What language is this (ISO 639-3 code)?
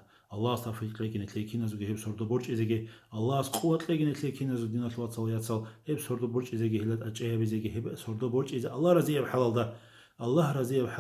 ava